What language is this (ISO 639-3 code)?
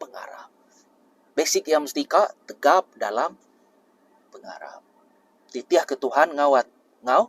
iba